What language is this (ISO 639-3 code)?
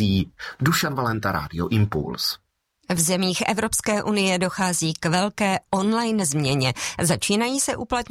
ces